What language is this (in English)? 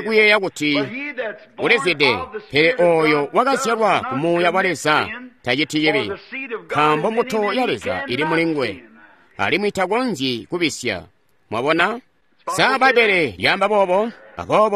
Tonga (Zambia)